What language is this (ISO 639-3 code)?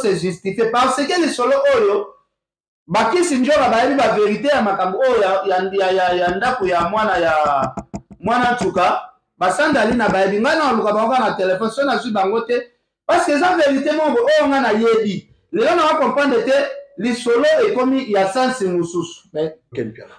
lin